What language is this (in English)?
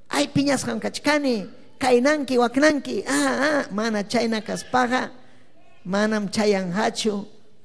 Ayacucho Quechua